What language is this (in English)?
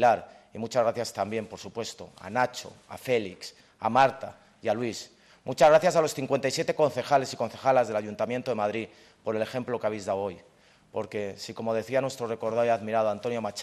Spanish